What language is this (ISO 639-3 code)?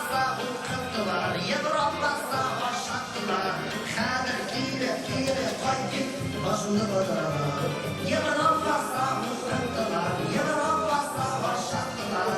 bak